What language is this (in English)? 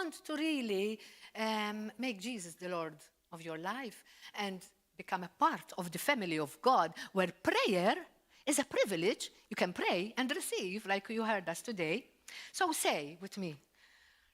English